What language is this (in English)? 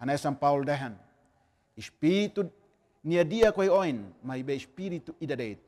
Tetum